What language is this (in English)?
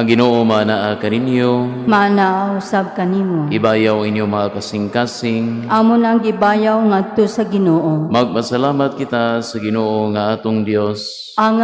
Cebuano